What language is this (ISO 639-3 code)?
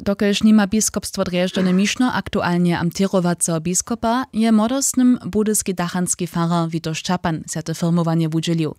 hsb